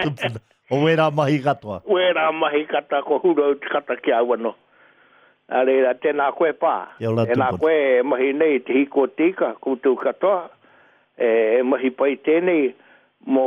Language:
Māori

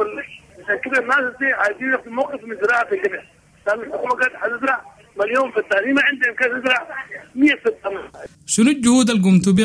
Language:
Sudanese Arabic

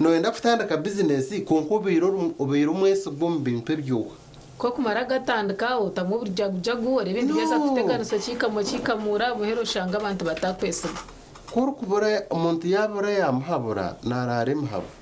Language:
Nyankole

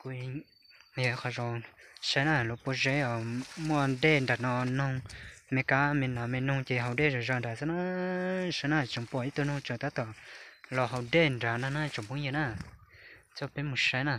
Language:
Hmong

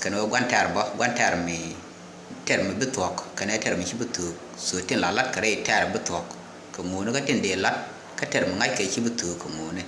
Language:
Nuer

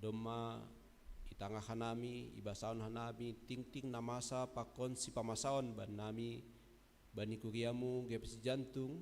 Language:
Batak Simalungun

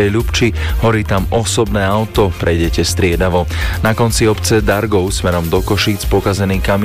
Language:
Slovak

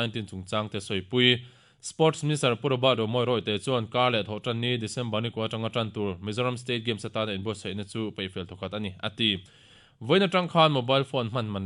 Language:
Mizo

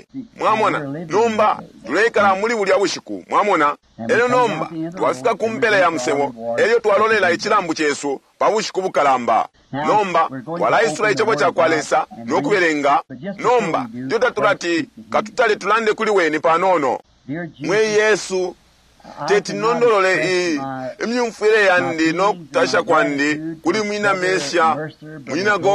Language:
Bemba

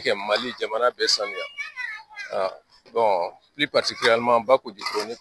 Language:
Bambara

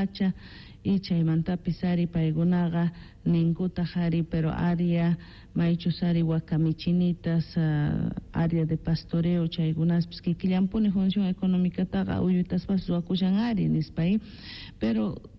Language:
Quechua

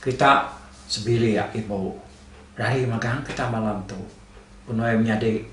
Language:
Iban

